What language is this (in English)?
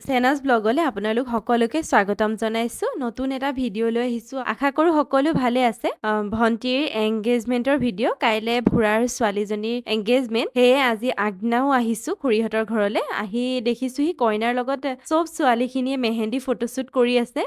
Assamese